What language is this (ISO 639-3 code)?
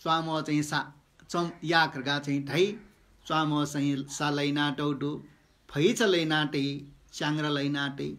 new